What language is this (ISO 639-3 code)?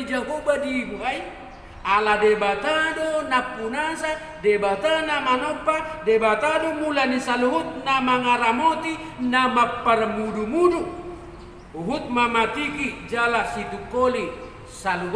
bbc